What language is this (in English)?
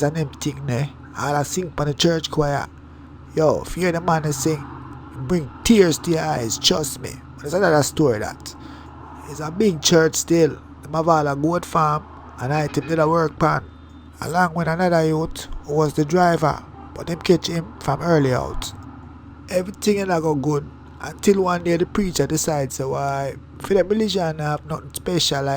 Jamaican Creole English